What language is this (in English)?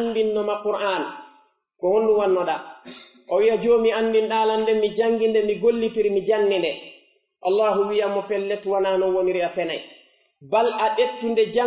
Pular